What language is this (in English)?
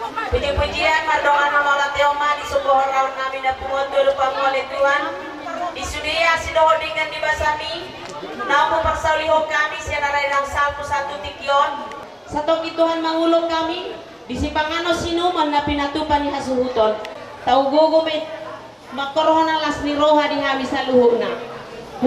Batak Toba